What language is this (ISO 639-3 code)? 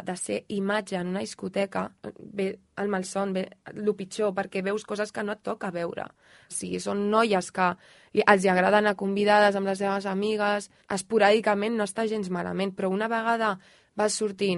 cat